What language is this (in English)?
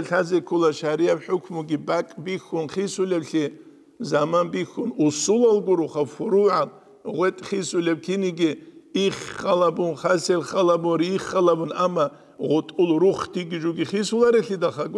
Avaric